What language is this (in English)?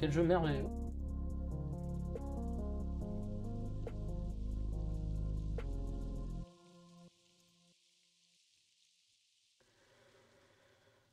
French